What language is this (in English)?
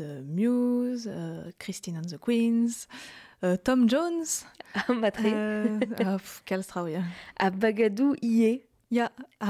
Breton